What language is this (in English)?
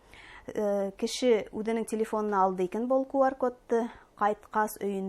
Bashkir